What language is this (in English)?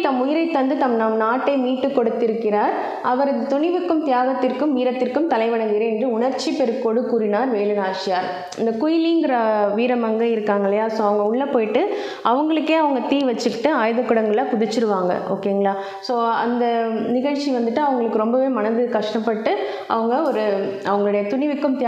Tamil